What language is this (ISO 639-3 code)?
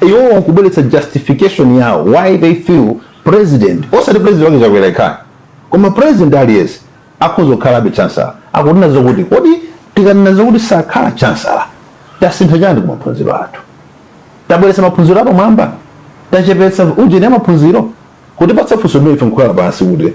nya